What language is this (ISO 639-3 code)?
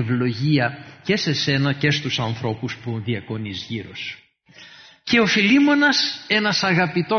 ell